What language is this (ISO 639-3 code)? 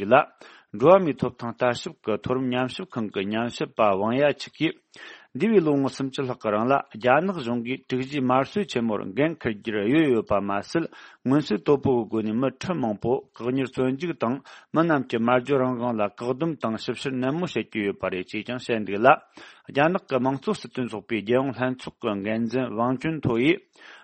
bod